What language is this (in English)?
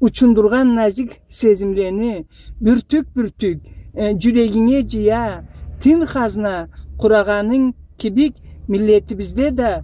Karachay-Balkar